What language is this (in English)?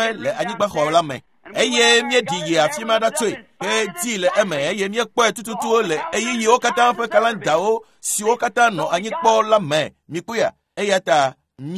Ewe